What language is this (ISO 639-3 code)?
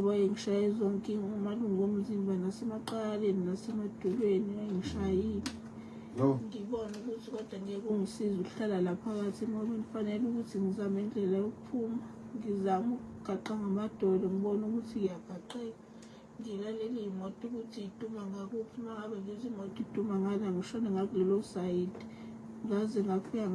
zul